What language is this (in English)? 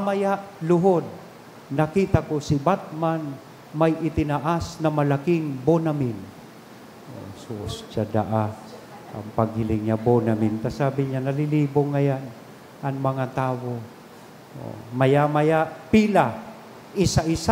Bikol